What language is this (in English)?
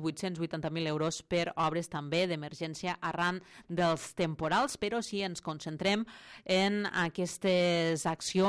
Catalan